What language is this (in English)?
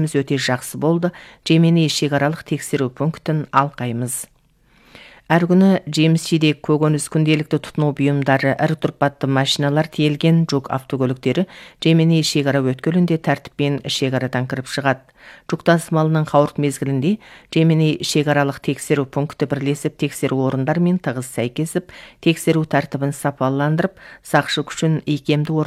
Kazakh